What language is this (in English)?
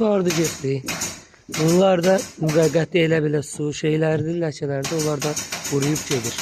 Azerbaijani